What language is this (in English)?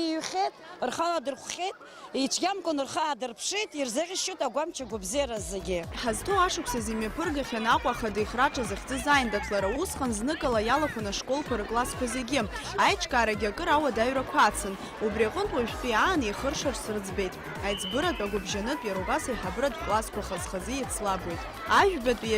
Abkhazian